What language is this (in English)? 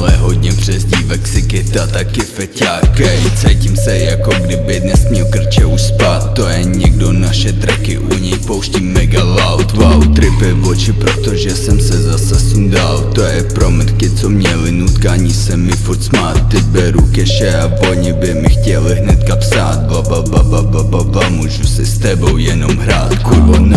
Czech